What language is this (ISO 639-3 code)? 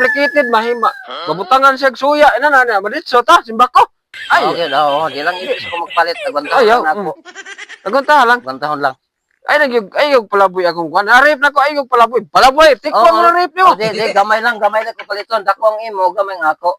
ceb